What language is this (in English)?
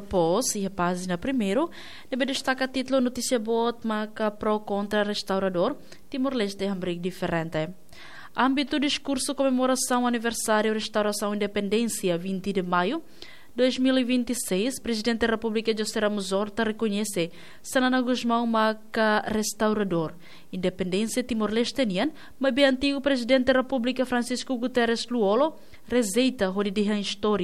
Tetum